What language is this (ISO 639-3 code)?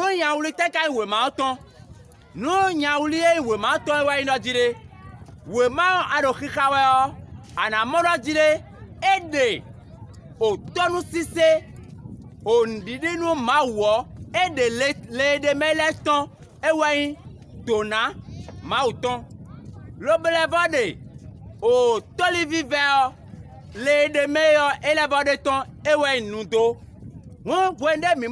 fon